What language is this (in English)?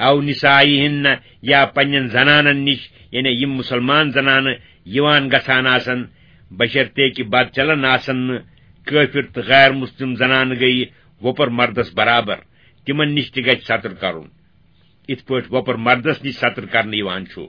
Kashmiri